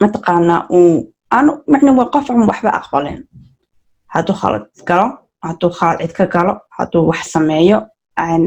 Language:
Somali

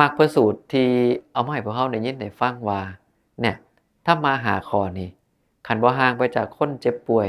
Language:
Northeastern Thai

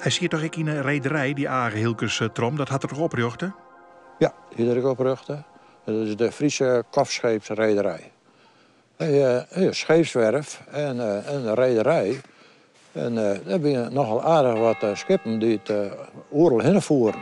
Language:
Western Frisian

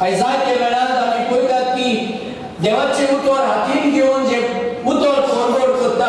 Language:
Konkani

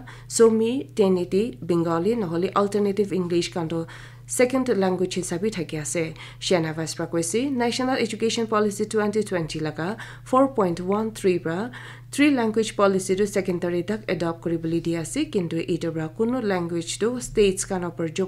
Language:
Naga Pidgin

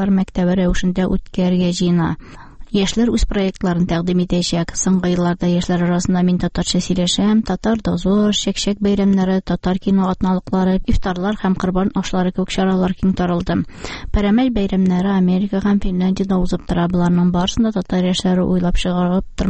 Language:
Tatar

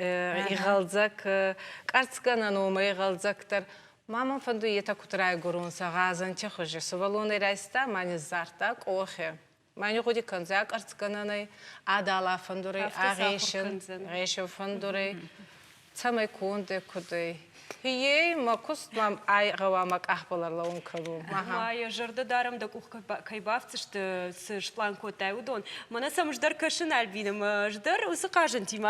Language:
Ossetic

